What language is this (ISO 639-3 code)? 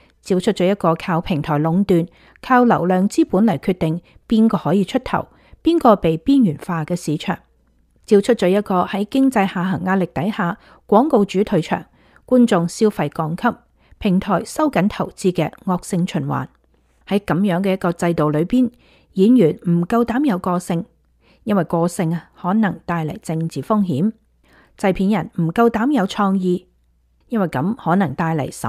yue